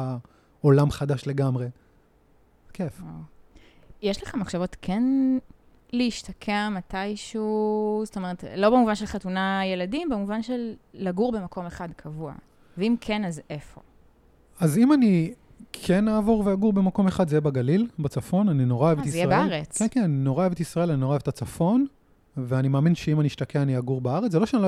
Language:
Hebrew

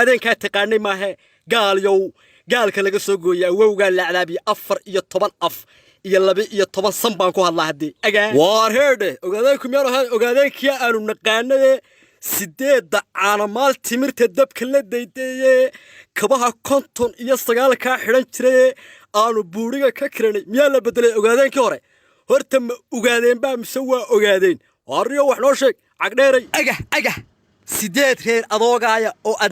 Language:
Somali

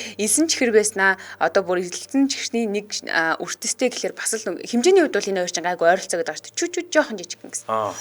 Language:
Mongolian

